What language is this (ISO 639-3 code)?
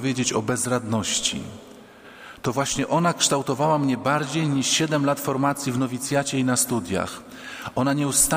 pol